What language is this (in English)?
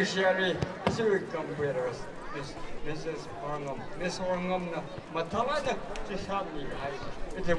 Tangkhul Naga (India)